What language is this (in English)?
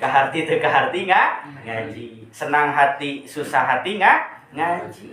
Sundanese